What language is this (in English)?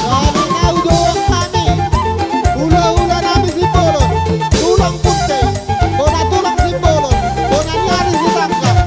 Batak Toba